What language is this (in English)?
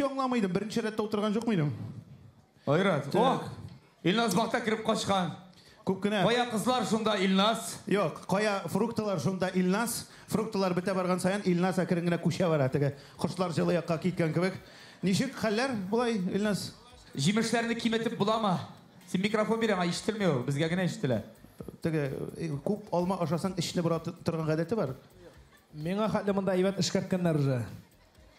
Tatar